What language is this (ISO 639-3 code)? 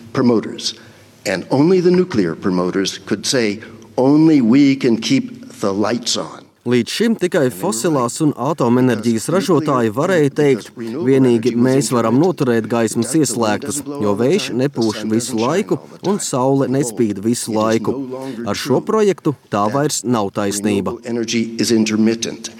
lav